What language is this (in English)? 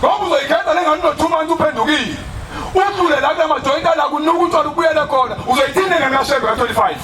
Zulu